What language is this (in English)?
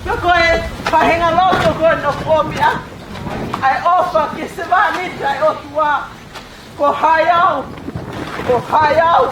Tongan